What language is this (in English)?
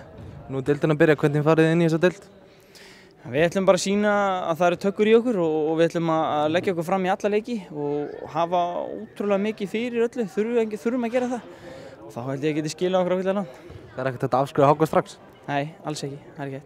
Icelandic